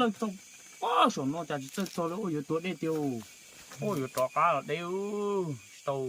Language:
Hmong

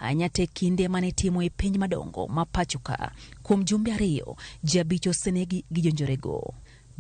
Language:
Luo (Kenya and Tanzania)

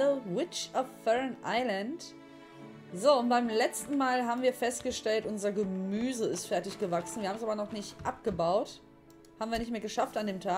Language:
German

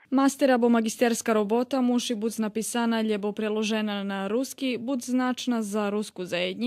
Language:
Rusyn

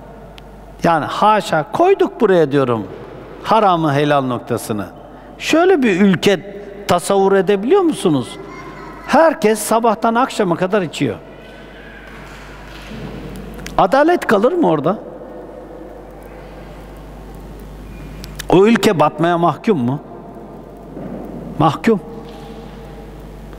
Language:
Turkish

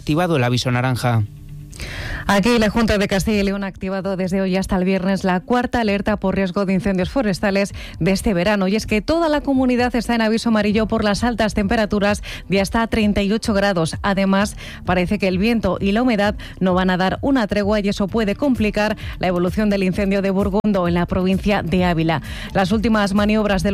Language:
Spanish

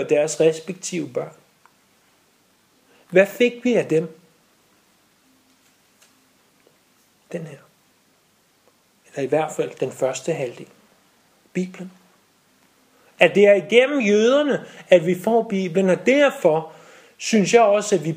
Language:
Danish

